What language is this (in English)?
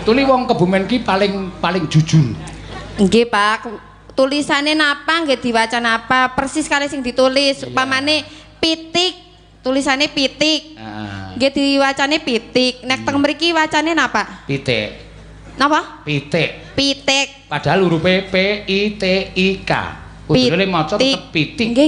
Javanese